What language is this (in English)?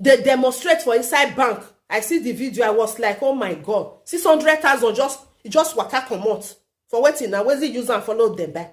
Nigerian Pidgin